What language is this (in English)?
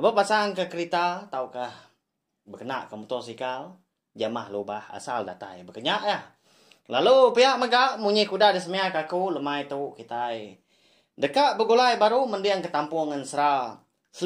Iban